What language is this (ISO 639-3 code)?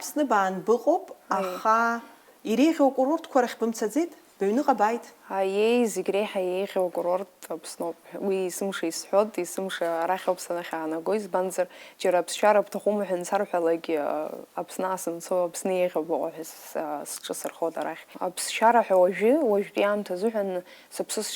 abk